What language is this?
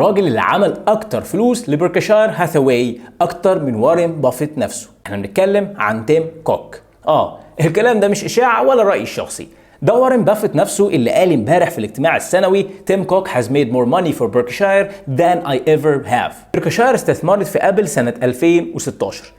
Egyptian Arabic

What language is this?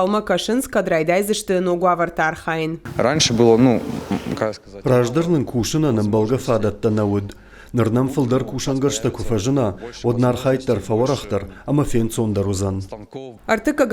Ossetic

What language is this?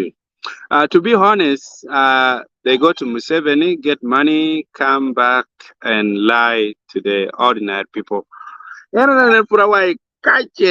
Acoli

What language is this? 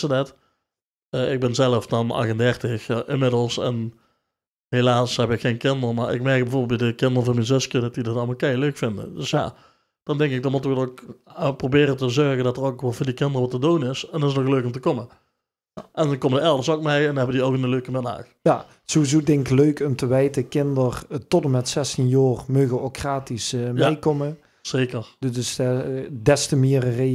Limburgish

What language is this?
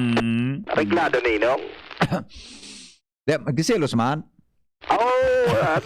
Bikol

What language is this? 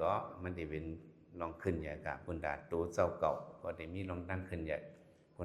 Shan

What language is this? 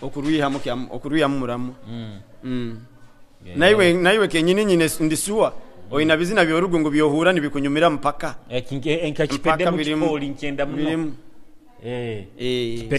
Nyoro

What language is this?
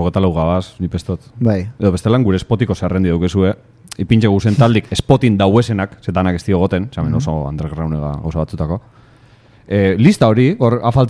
Basque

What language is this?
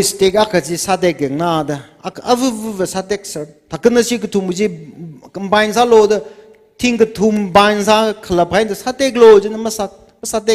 Tangkhul Naga (India)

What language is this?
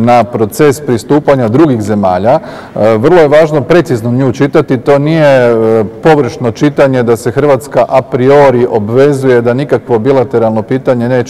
Croatian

